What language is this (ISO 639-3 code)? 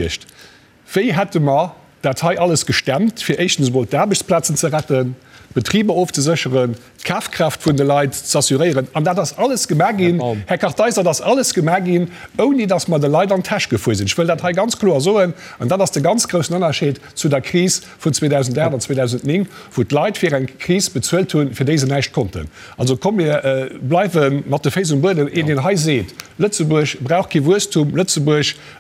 ltz